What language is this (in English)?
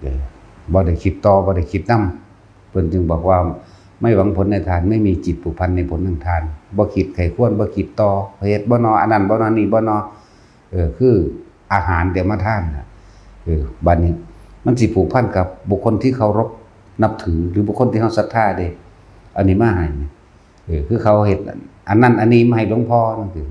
Northeastern Thai